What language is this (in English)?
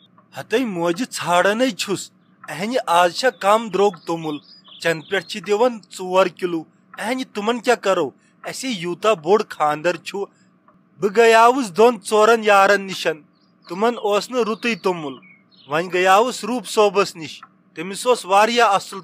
Kashmiri